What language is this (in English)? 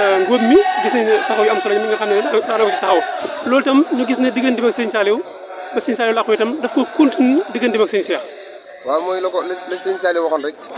Wolof